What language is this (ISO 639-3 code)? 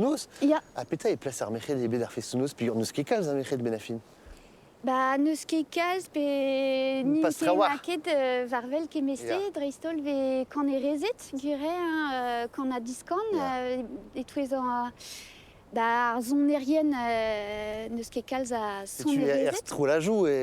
bre